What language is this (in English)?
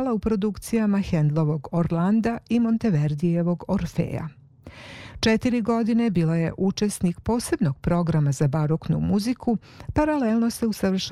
Serbian